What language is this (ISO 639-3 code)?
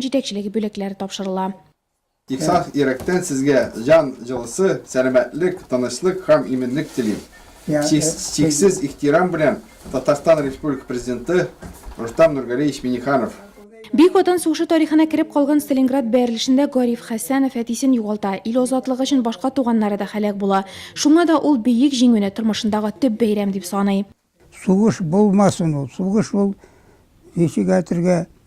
tat